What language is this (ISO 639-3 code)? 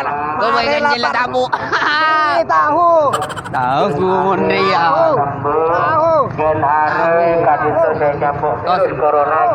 mad